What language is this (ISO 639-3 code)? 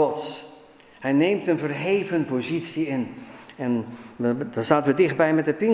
nld